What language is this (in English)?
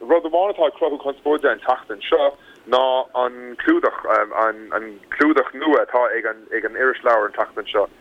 Irish